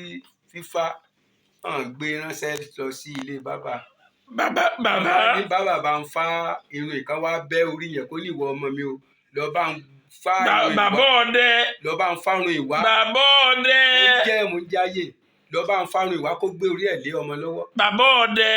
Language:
Yoruba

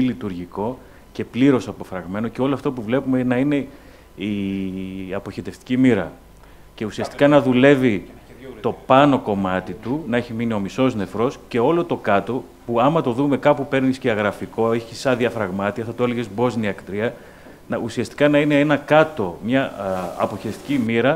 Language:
Greek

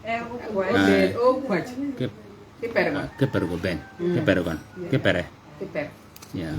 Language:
Shilluk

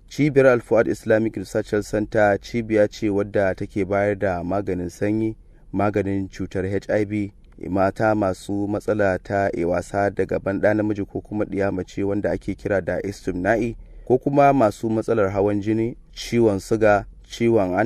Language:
Hausa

